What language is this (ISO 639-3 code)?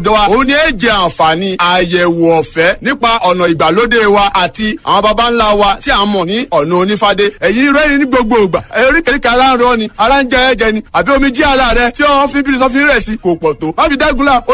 yor